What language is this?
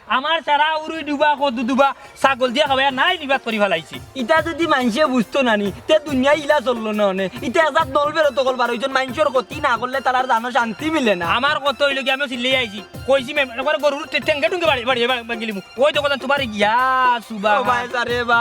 Sylheti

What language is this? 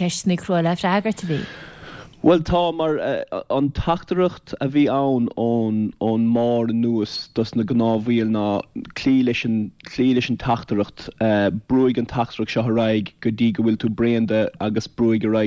Irish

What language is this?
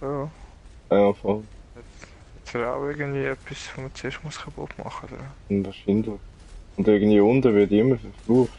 Swiss German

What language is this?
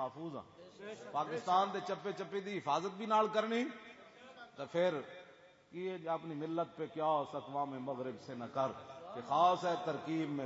Western Panjabi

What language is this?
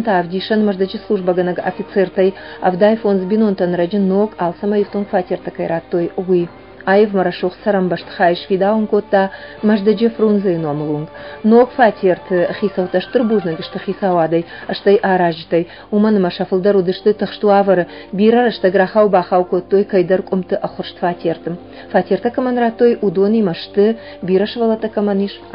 Ossetic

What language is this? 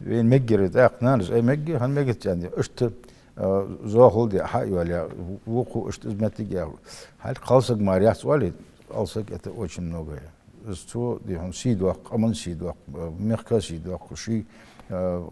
Ingush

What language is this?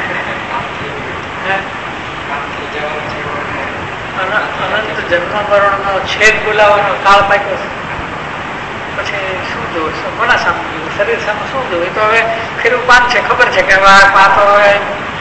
Gujarati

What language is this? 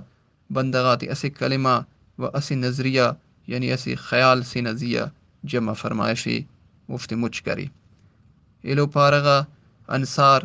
Brahui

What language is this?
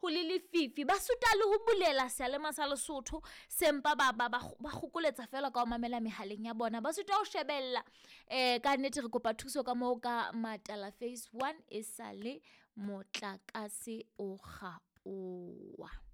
Southern Sotho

